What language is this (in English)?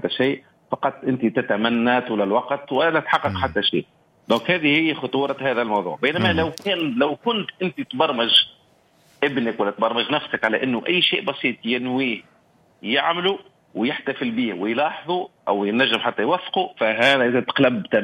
Tunisian Arabic